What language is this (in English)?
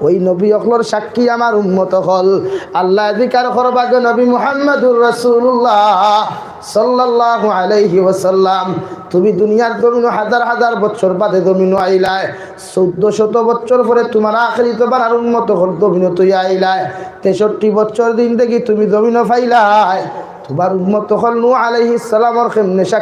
Sylheti